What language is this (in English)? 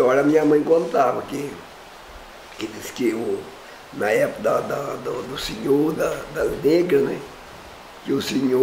Portuguese